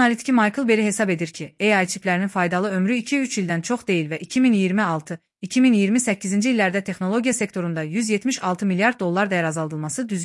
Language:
Azerbaijani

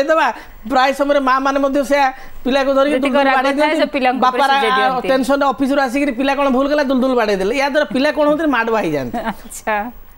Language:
Odia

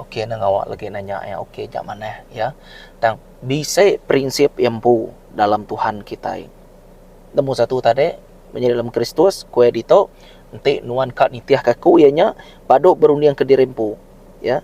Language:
Iban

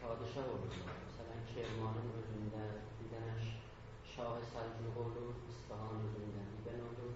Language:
South Azerbaijani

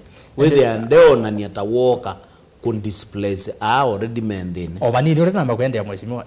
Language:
Kamba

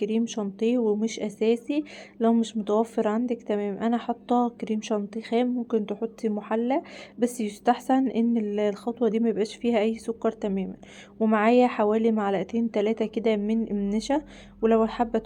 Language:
Egyptian Arabic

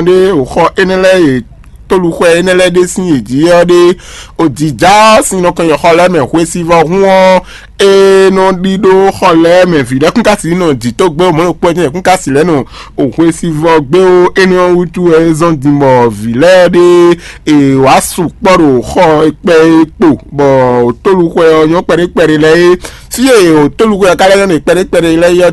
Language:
Fon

